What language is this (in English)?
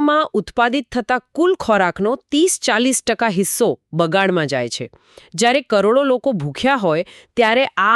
Gujarati